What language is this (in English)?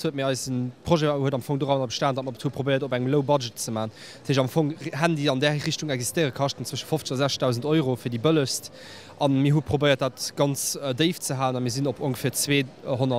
Luxembourgish